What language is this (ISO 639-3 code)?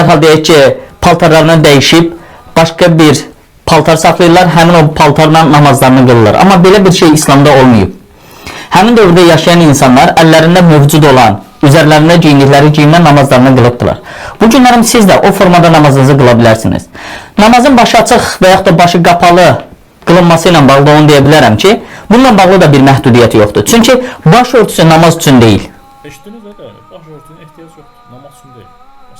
aze